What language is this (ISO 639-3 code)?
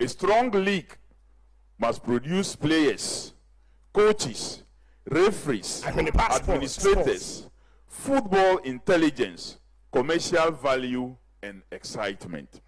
aka